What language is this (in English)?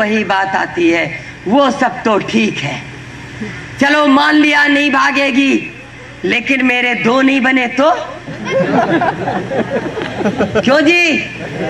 Hindi